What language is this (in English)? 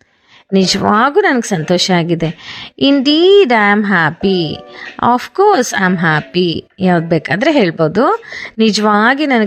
Kannada